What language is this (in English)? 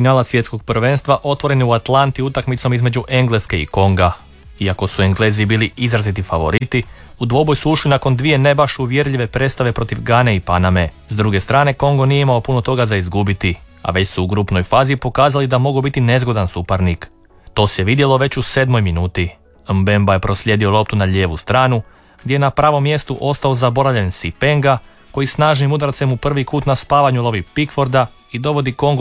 Croatian